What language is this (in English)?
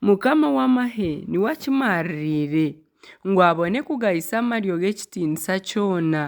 Nyankole